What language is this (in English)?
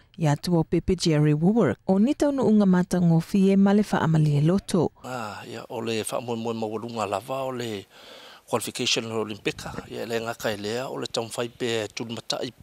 Samoan